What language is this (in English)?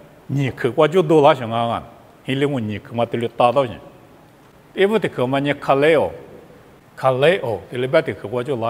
Lisu